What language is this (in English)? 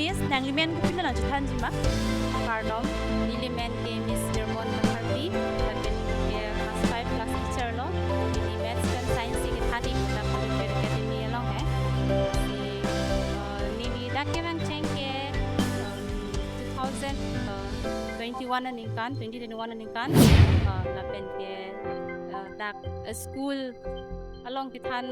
Karbi